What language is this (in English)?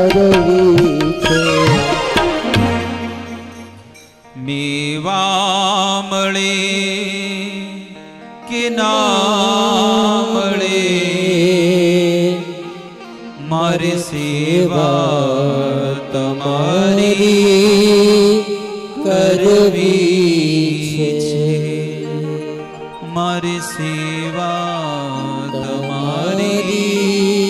Gujarati